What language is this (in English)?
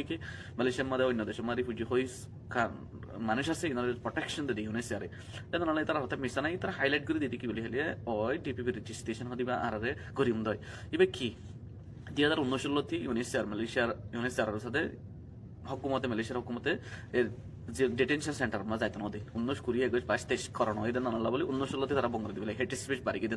Rohingya